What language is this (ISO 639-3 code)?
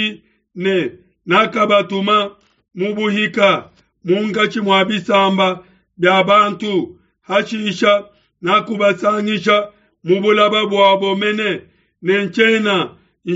lua